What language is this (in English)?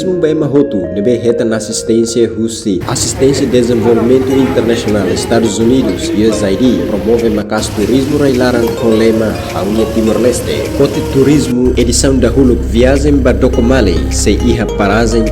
Tetum